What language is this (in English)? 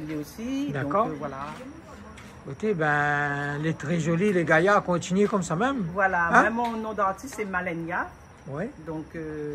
Réunion Creole French